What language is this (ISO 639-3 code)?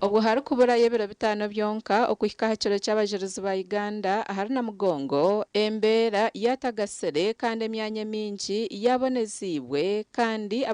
nyn